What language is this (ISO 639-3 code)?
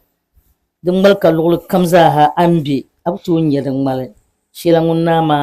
dag